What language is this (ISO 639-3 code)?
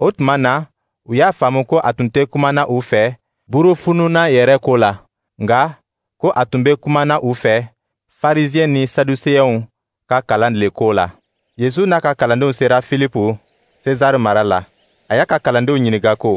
dyu